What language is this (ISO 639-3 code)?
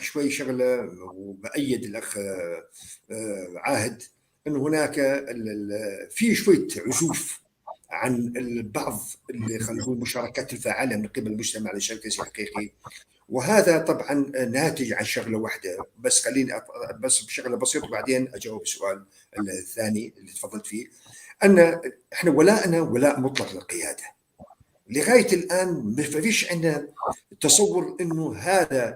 apc